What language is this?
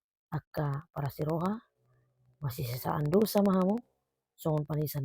Batak Toba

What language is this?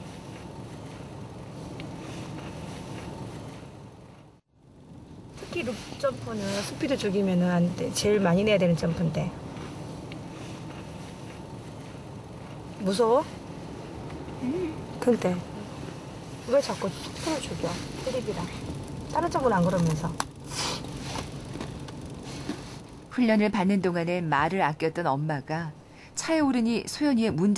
Korean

